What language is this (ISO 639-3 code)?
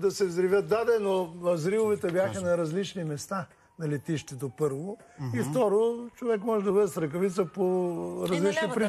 bul